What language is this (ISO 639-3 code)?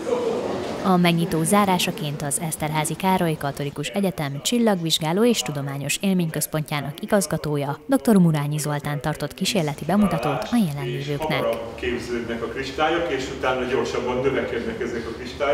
hun